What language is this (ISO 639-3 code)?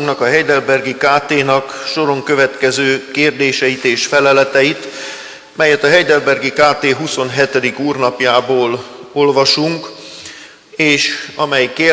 hun